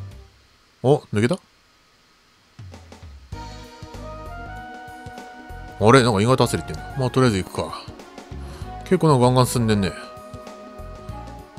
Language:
Japanese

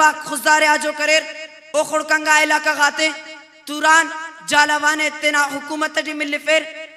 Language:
Brahui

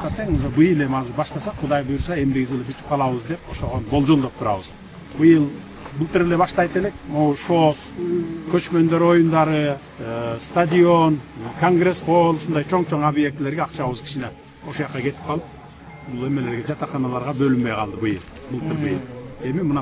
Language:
Kyrgyz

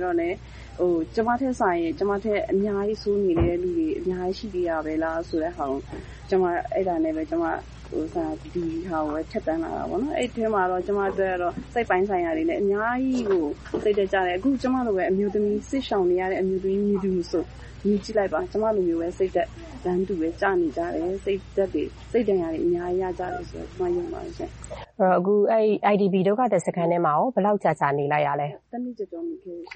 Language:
Burmese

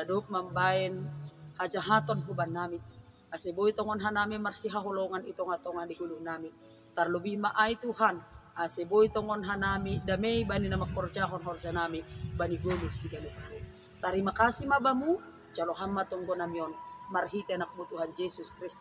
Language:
Batak Simalungun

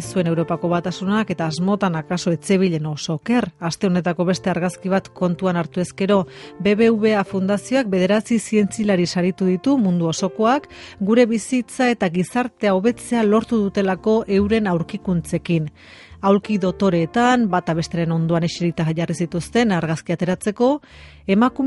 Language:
Basque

